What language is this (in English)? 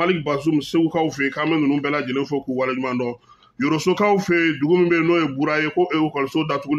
Bambara